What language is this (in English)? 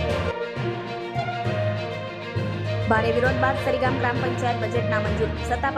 Gujarati